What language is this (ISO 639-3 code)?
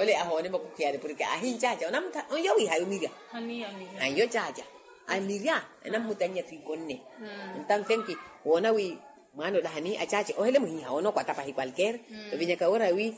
vmw